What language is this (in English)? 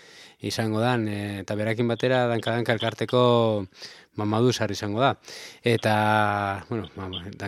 Basque